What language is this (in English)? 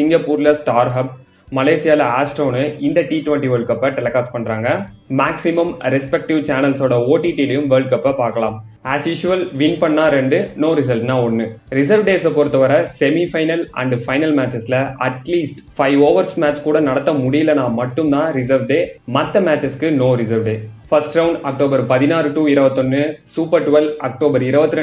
Tamil